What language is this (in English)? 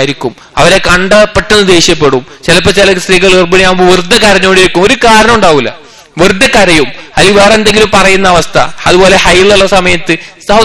Malayalam